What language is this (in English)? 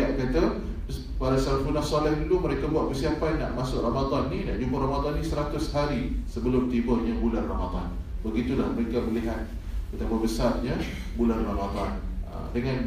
Malay